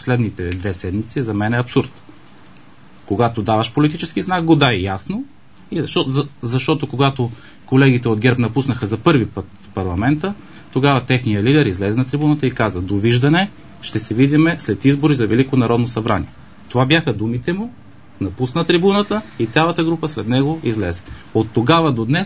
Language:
Bulgarian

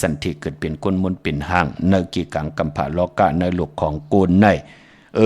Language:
Shan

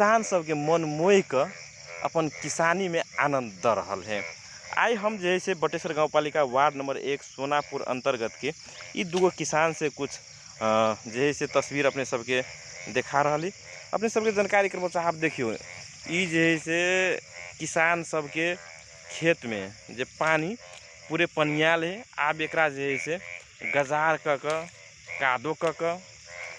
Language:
Magahi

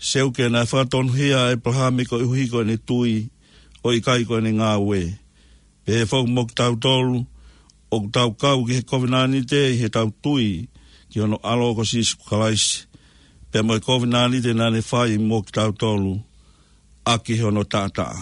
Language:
Tongan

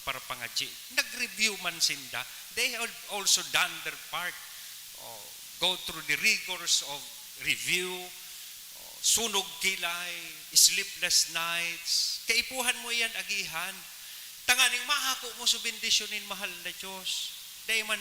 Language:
Bikol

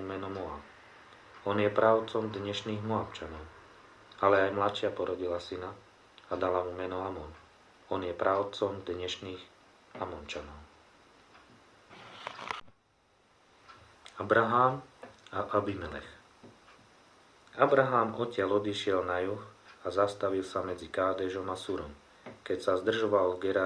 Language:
Slovak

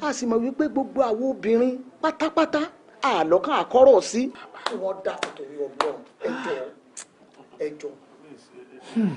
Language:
Yoruba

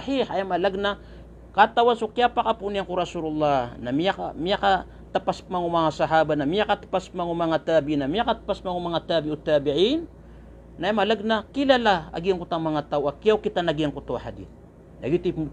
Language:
Maranao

